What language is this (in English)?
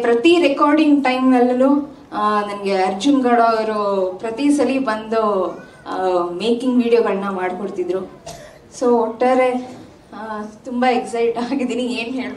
Kannada